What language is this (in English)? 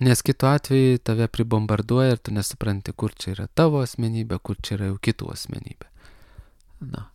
Lithuanian